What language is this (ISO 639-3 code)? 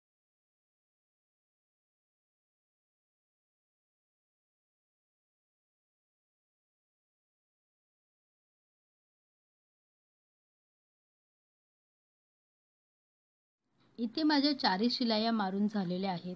mar